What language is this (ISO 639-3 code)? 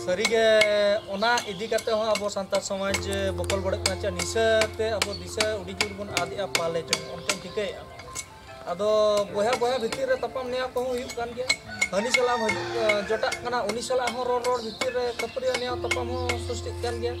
sat